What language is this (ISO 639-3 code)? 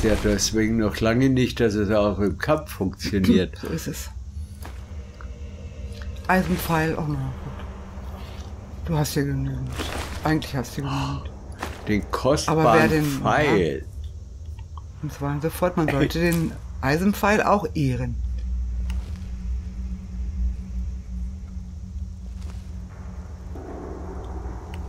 deu